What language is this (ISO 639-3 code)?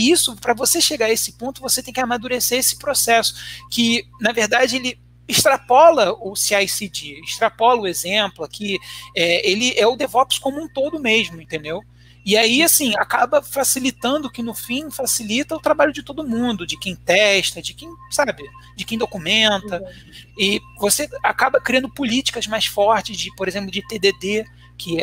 por